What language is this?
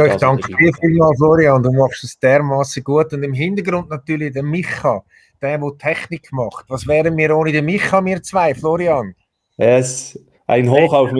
Swiss German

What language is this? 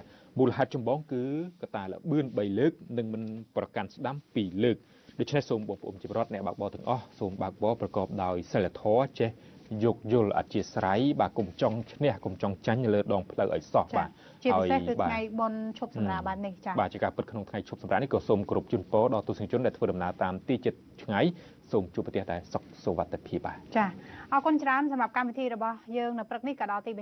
Khmer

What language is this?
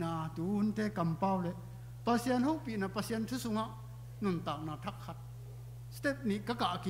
Tedim Chin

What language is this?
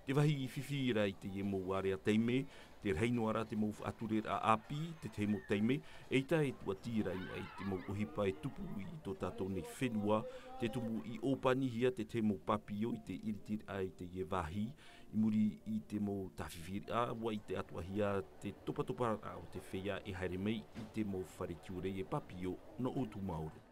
Tahitian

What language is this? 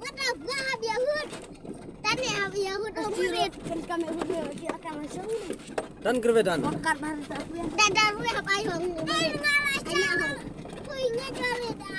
Khasi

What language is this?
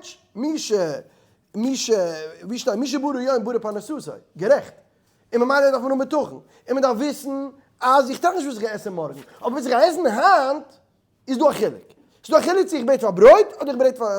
Yiddish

